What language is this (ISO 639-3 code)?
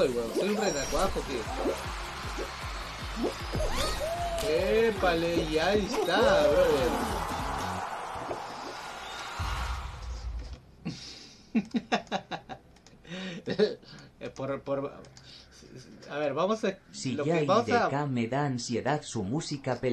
spa